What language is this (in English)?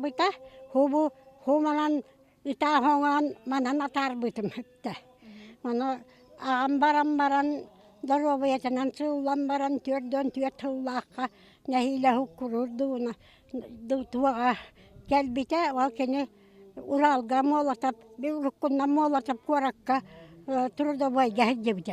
Yakut